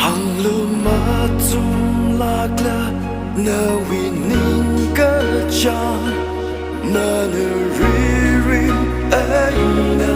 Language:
Tangkhul Naga (India)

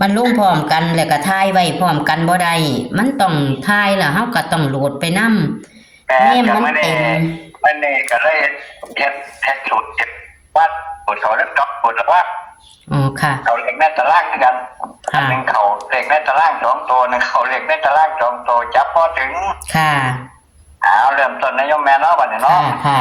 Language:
Northeastern Thai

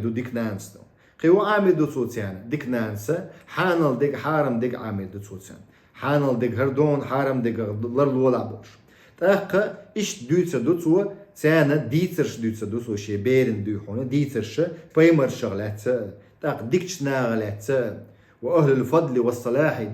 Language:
Chechen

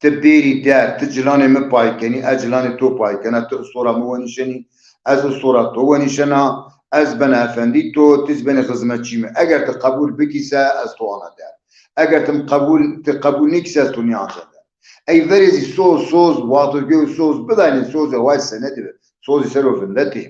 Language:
Zaza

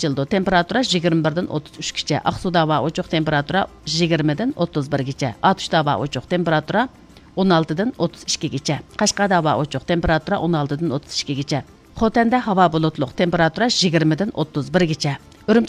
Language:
Uyghur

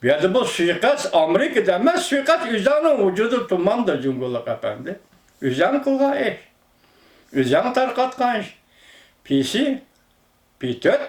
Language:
Uyghur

